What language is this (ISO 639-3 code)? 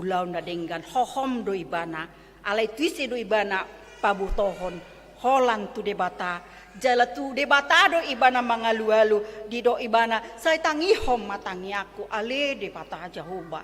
bbc